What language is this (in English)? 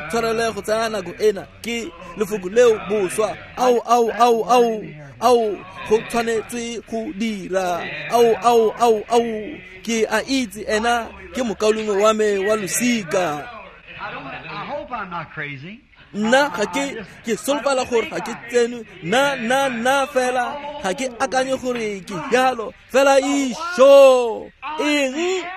Tswana